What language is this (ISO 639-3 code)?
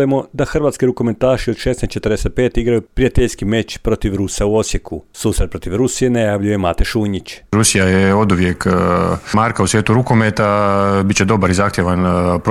hrv